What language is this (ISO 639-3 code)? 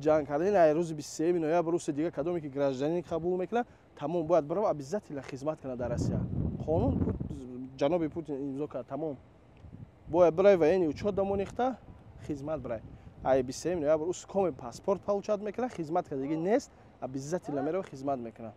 tgk